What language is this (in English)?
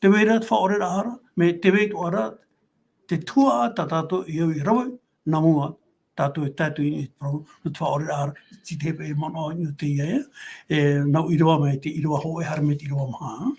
Tahitian